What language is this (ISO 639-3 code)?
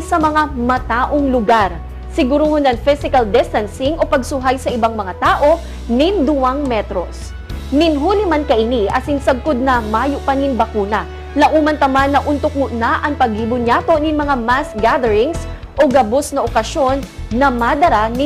bik